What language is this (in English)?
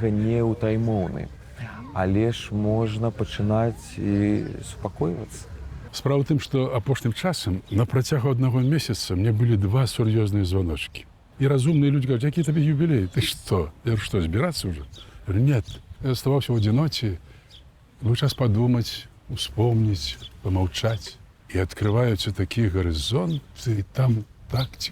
Belarusian